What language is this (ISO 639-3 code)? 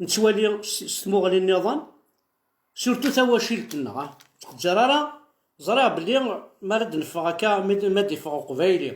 kab